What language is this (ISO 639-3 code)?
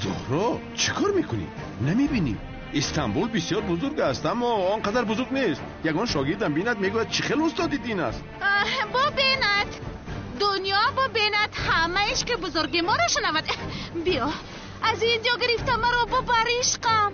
tgk